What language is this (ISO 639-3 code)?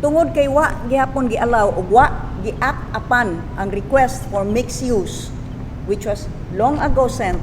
ceb